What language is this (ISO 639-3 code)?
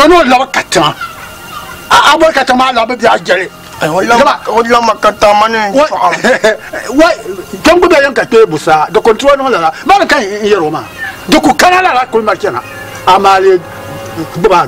dag